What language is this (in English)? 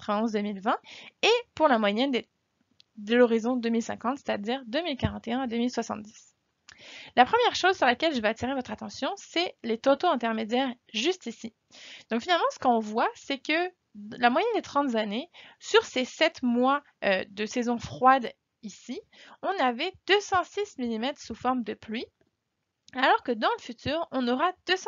French